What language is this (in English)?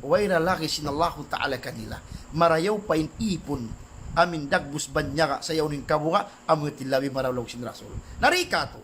Tausug